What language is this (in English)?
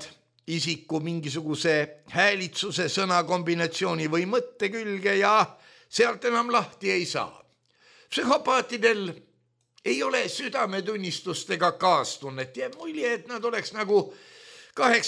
Estonian